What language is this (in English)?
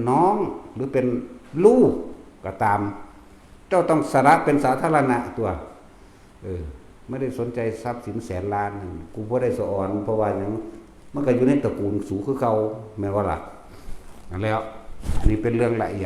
Northeastern Thai